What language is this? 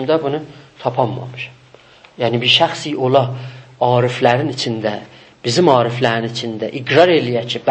South Azerbaijani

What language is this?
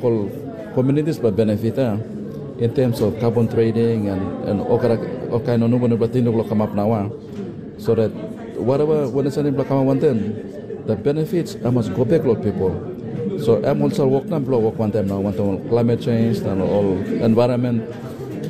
Tok Pisin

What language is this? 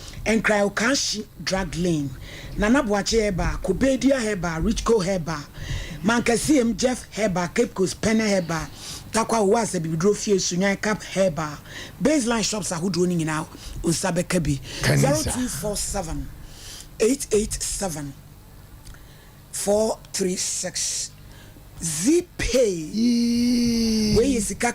Akan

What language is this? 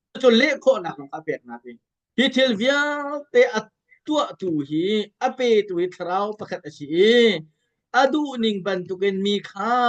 Hakha Chin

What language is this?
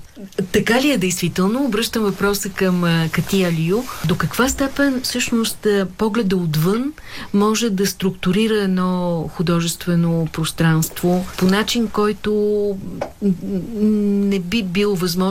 Bulgarian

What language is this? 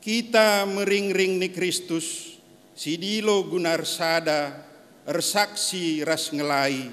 Batak Karo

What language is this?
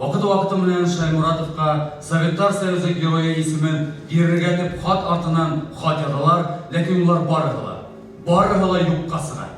Bashkir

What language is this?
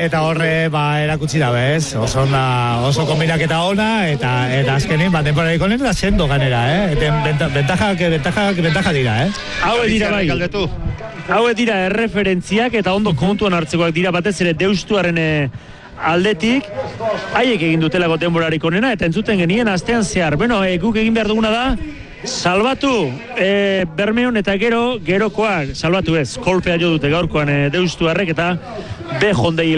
Basque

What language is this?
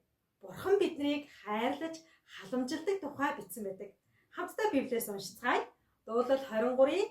Mongolian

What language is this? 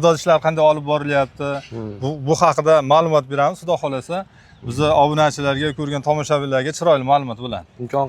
Uzbek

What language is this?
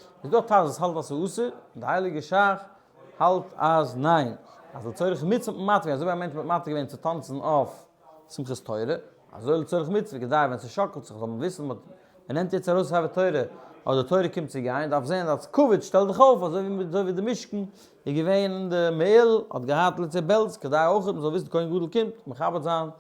Yiddish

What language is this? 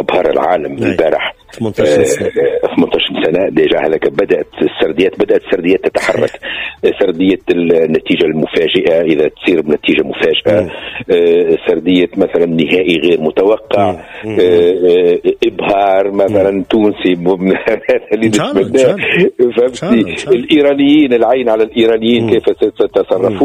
Tunisian Arabic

